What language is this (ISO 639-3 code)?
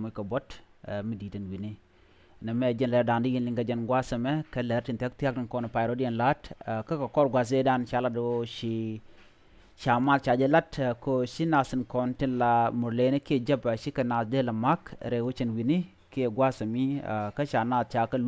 nus